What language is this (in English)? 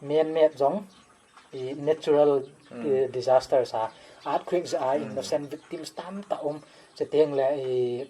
Paite Chin